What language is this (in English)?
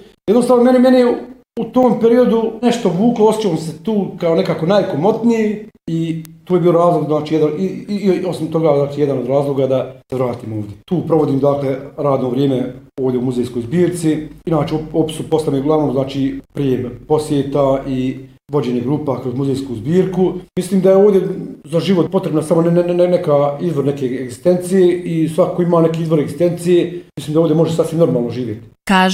Bosnian